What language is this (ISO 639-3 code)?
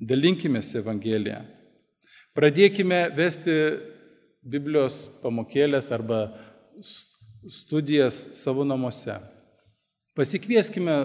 lit